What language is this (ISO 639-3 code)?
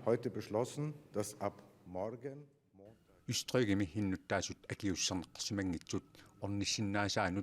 kal